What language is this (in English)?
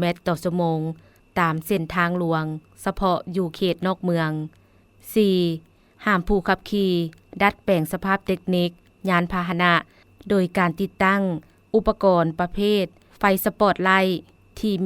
Lao